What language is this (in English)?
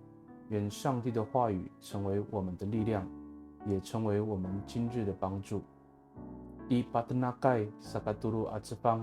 Amis